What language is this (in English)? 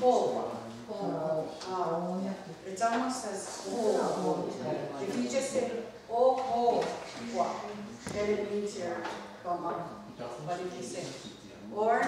Mohawk